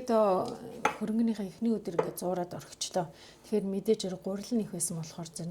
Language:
Mongolian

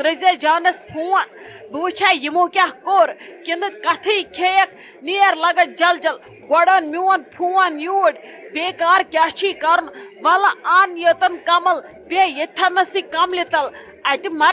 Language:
Kashmiri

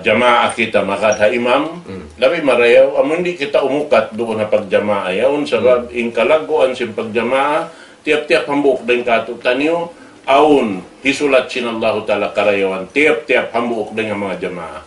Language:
Tausug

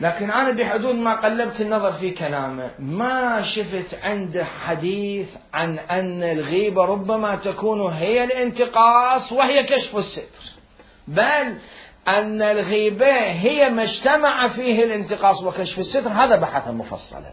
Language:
Mesopotamian Arabic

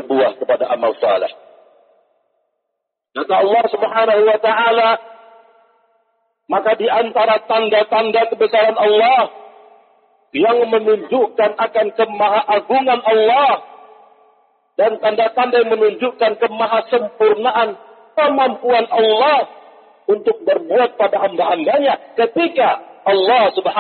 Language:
Indonesian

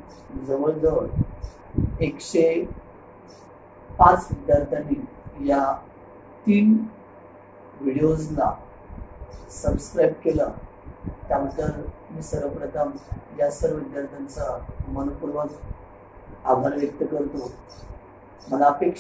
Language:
Marathi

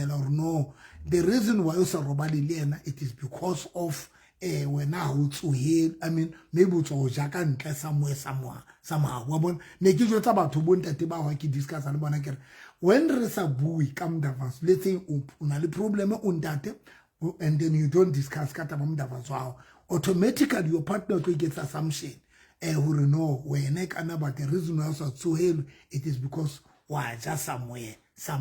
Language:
Southern Sotho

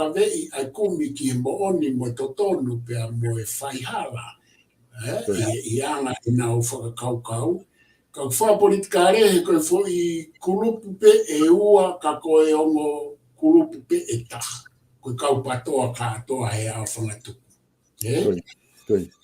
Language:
Tongan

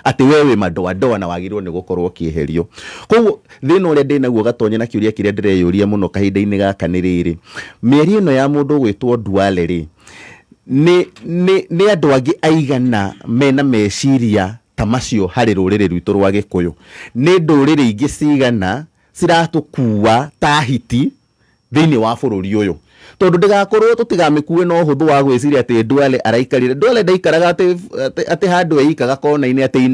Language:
Kikuyu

